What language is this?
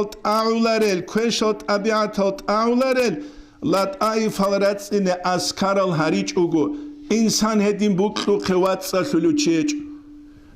Avaric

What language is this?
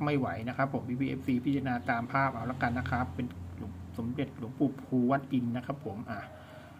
Thai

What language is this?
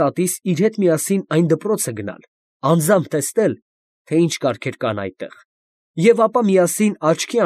Armenian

